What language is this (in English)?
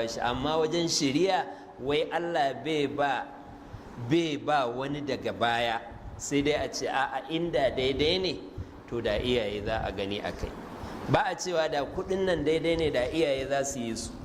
Hausa